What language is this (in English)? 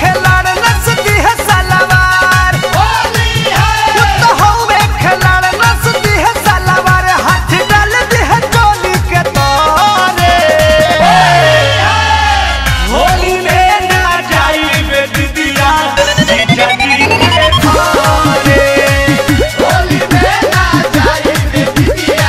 Bhojpuri